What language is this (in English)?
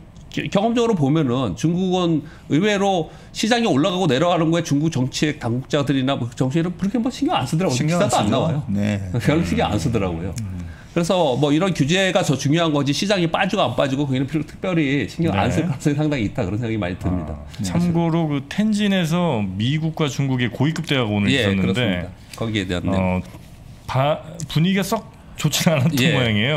Korean